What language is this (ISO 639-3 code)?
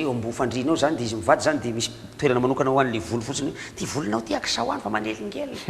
mlg